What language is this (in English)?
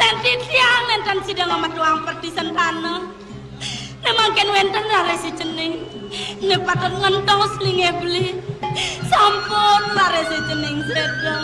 Balinese